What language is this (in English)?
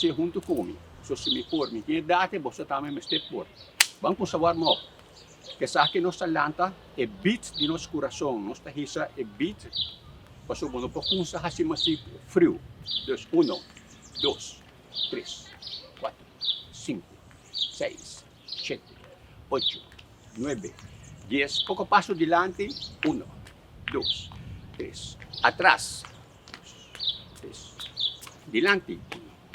Papiamento